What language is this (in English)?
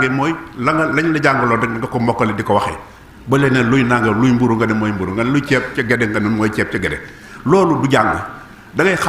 Wolof